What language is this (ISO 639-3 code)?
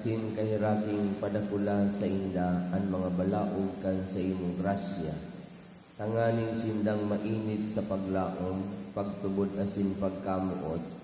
bik